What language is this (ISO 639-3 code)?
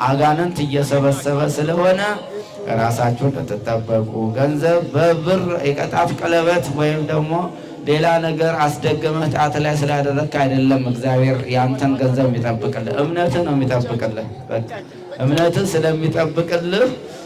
amh